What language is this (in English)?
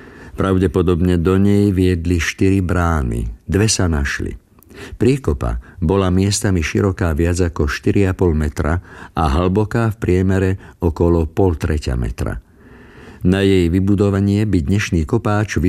Slovak